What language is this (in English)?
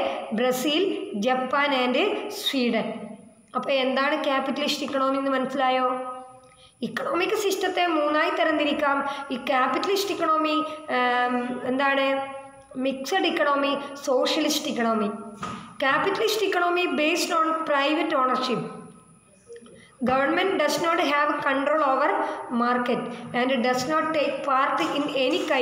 Malayalam